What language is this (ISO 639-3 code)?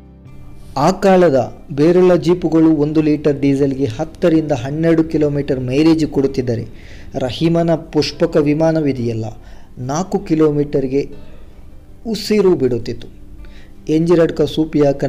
kan